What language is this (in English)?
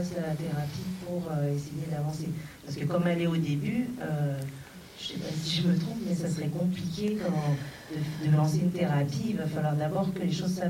French